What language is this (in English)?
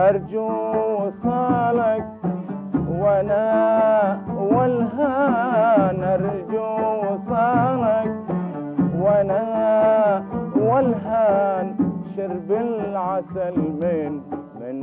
Arabic